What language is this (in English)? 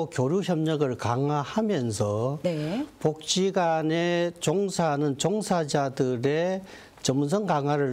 Korean